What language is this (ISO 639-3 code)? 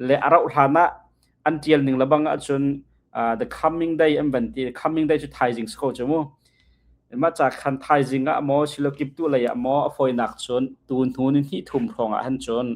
cnh